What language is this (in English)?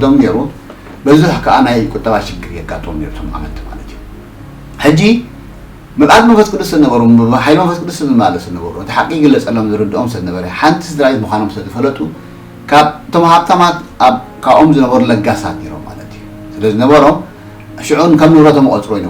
Tigrinya